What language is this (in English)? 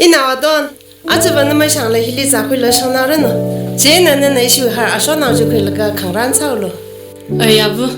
Tangkhul Naga (India)